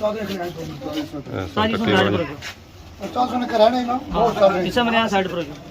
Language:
Pahari-Potwari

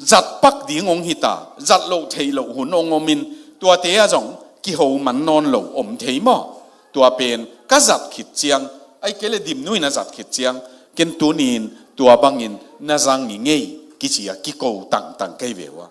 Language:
Tedim Chin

